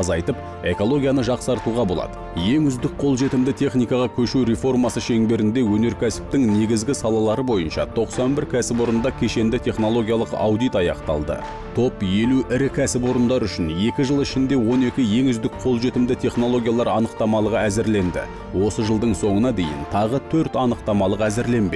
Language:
Kazakh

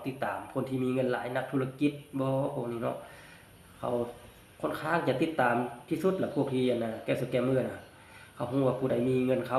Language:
Lao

